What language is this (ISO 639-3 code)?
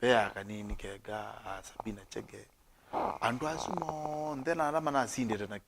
kam